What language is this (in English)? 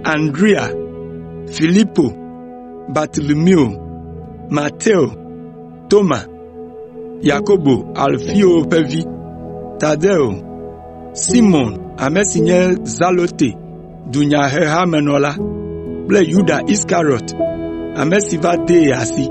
Ewe